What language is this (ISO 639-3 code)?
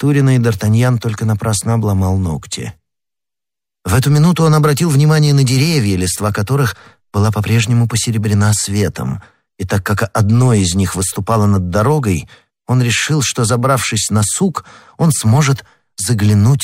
rus